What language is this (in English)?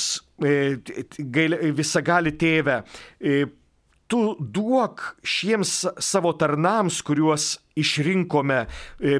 Lithuanian